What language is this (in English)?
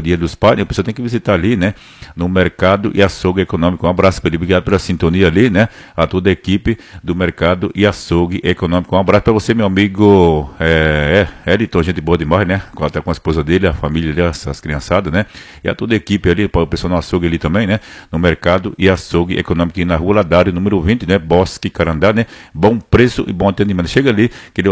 Portuguese